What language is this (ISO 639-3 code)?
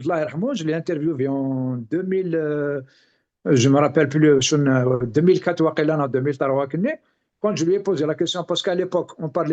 kab